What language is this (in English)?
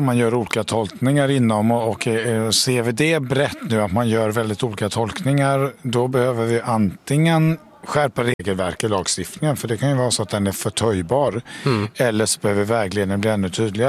Swedish